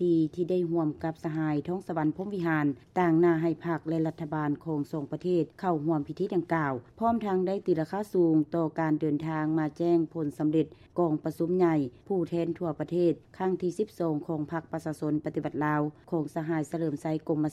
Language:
Lao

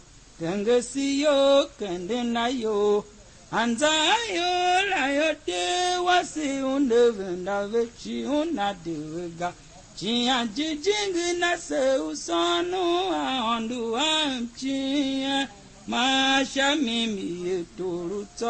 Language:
Tiv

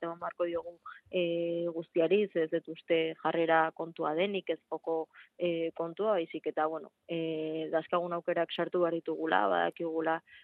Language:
Basque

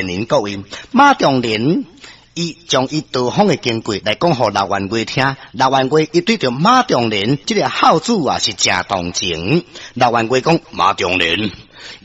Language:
Min Nan Chinese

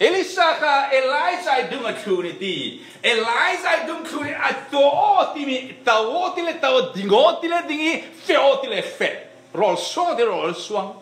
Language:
Falam Chin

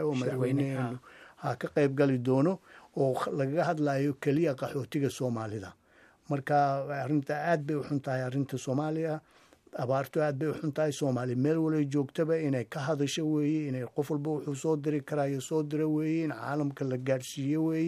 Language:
Somali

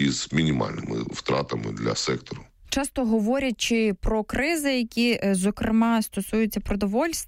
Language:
Ukrainian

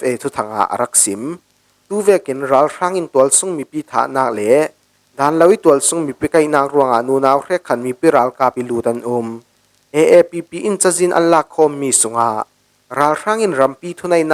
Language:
Falam Chin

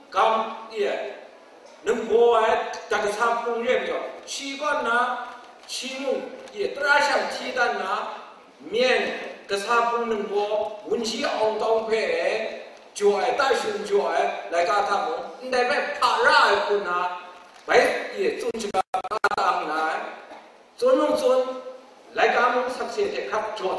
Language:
Kachin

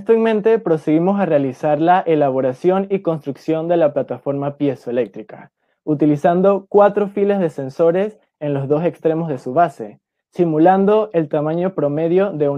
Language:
Spanish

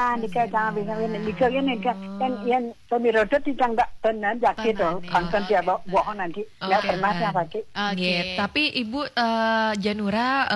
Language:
Balinese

